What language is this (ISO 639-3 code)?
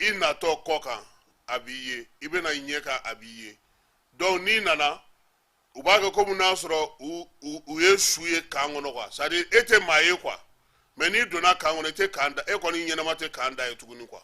bam